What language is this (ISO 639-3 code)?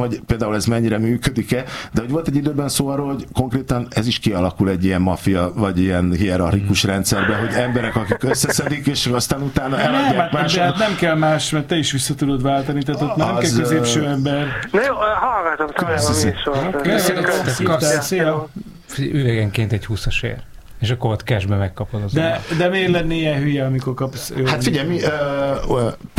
hun